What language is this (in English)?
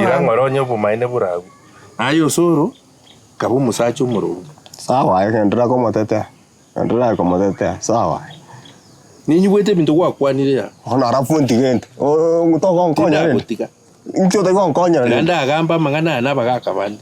Gusii